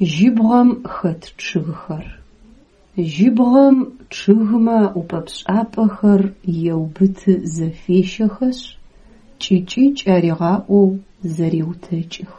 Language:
Adyghe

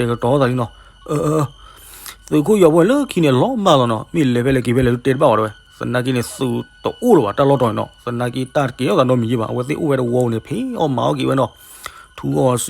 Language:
S'gaw Karen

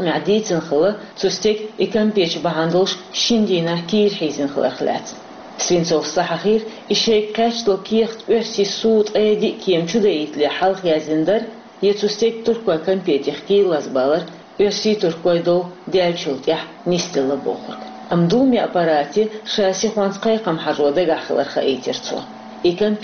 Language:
Chechen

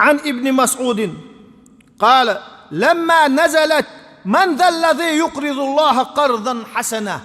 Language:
Chechen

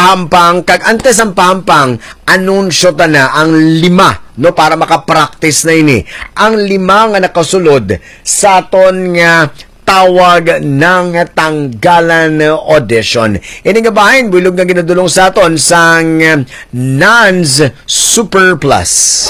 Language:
Hiligaynon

